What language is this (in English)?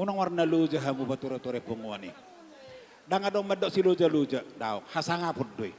Batak Toba